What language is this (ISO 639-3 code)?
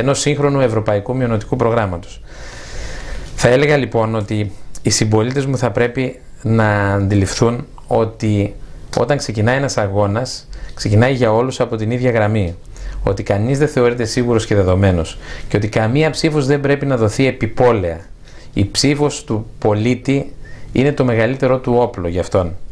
ell